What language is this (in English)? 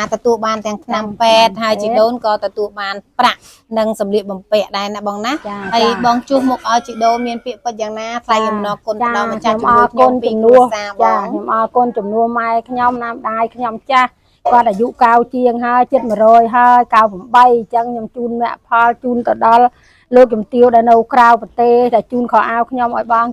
Khmer